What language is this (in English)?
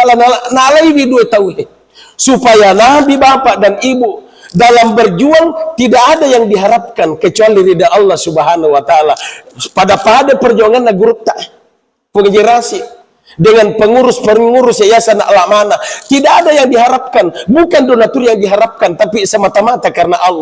Buginese